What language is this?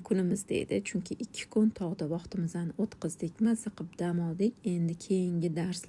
Uzbek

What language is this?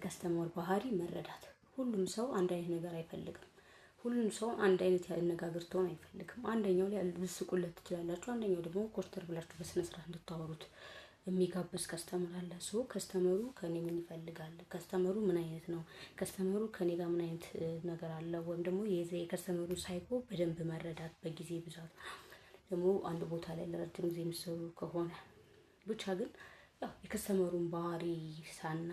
Amharic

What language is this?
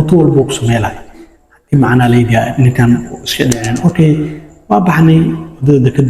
Somali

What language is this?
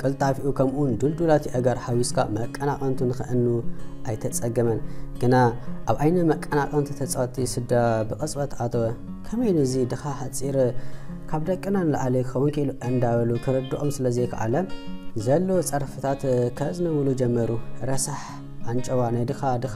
Tigrinya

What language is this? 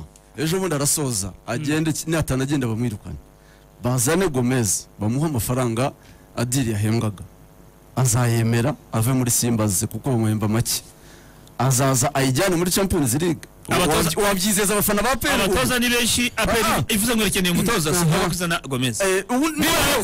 Kinyarwanda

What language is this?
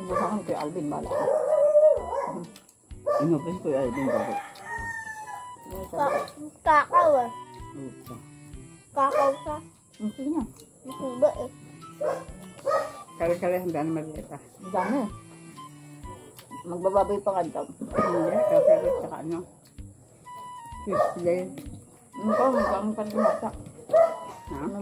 Filipino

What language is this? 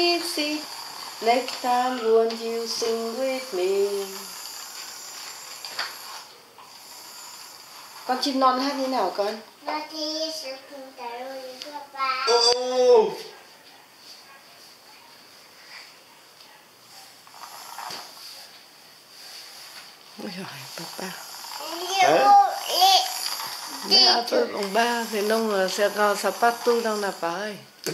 Vietnamese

